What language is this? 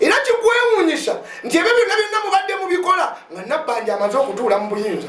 Ganda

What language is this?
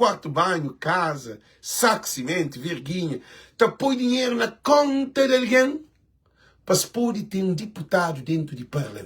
Kabuverdianu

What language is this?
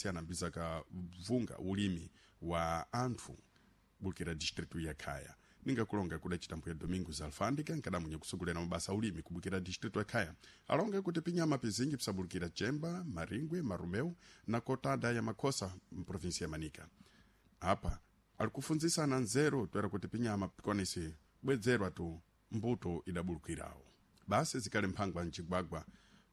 Sena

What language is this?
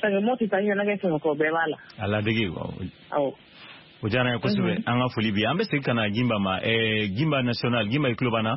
Bambara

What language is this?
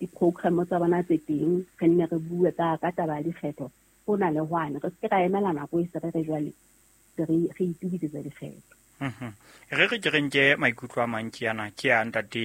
Southern Sotho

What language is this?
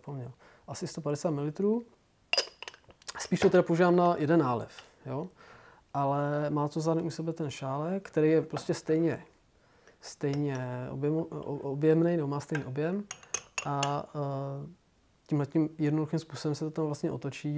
Czech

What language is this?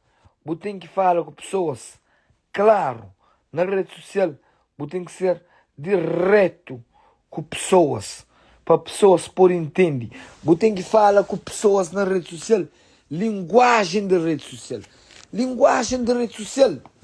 Kabuverdianu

